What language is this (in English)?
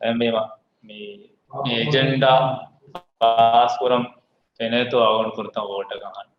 Divehi